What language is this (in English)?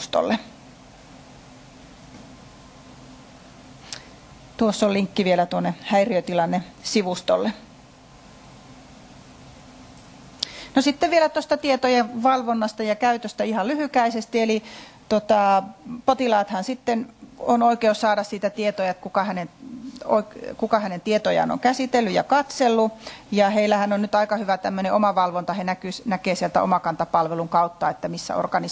Finnish